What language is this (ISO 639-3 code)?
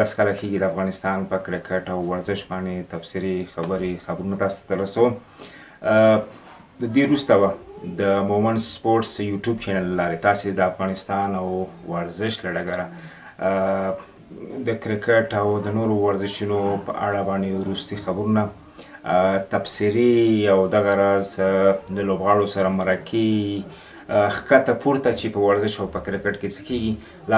pus